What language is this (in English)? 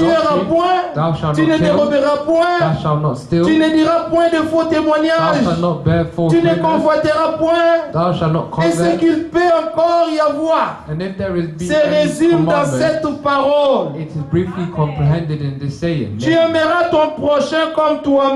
French